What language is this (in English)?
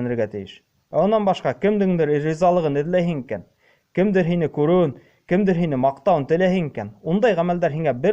Bashkir